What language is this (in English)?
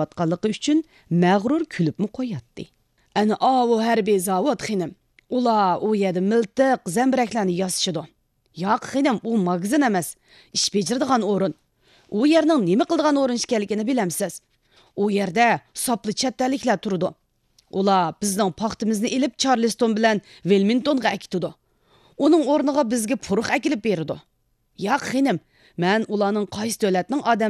Uyghur